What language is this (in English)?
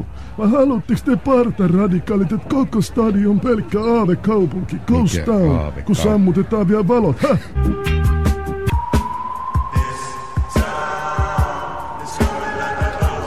Finnish